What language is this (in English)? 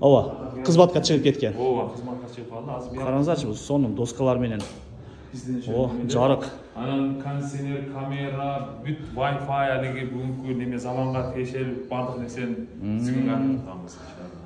Kyrgyz